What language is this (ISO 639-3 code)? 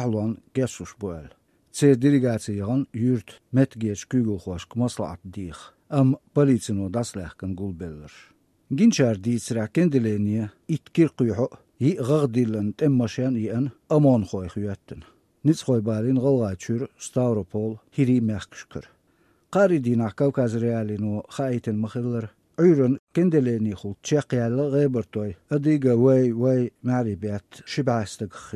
lav